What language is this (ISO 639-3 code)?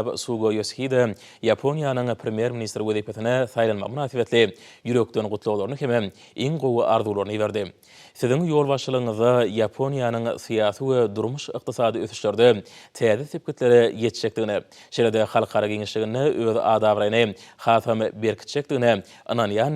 tuk